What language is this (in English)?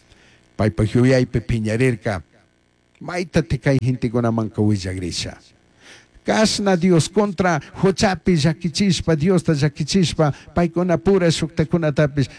Chimborazo Highland Quichua